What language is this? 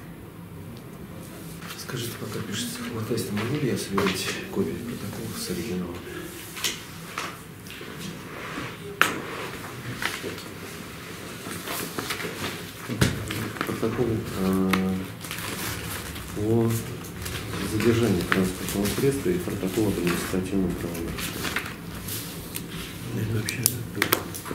Russian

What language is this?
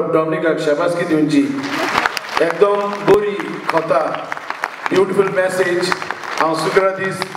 Konkani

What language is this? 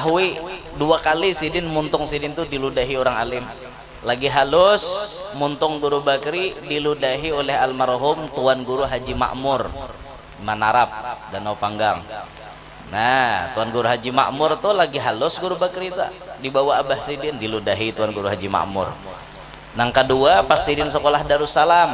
Banjar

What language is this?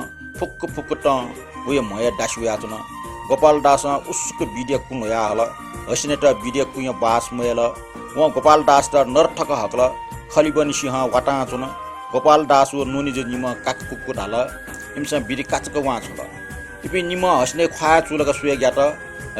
Newari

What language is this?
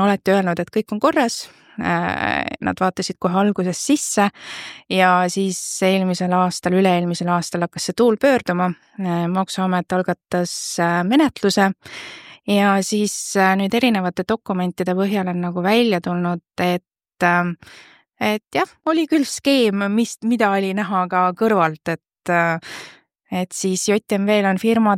Estonian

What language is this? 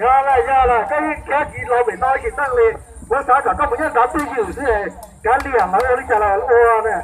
Hmong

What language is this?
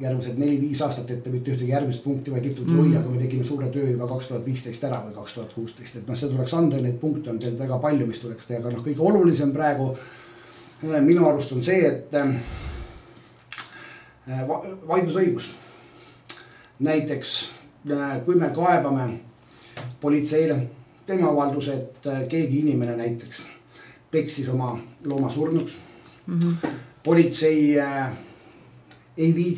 Estonian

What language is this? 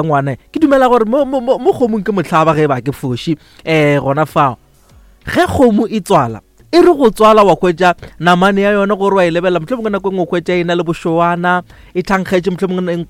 Northern Sotho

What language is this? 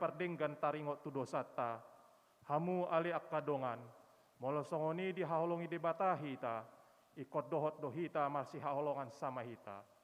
Batak Toba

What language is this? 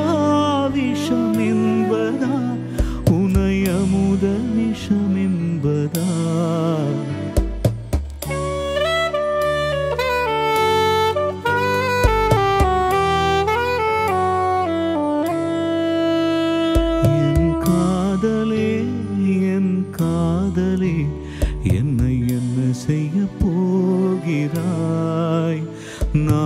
Tamil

